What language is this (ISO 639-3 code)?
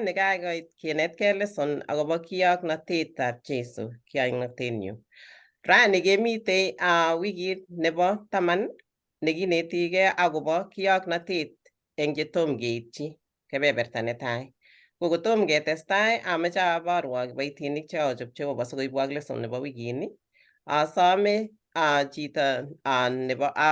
kln